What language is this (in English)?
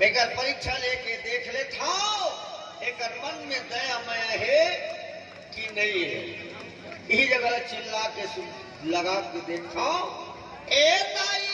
Chhattisgarhi